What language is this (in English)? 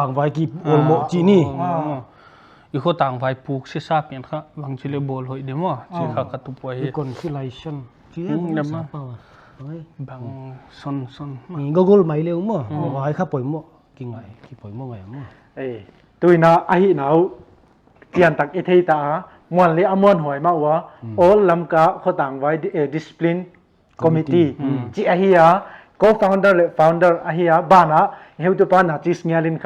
Paite Chin